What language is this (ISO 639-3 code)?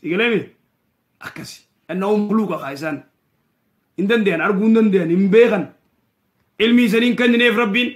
orm